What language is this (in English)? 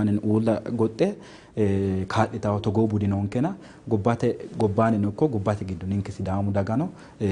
Sidamo